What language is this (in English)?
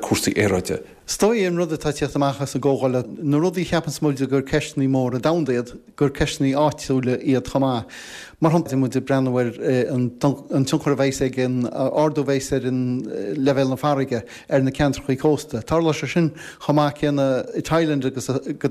Irish